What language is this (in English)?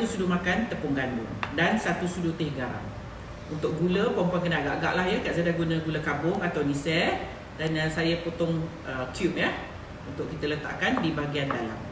Malay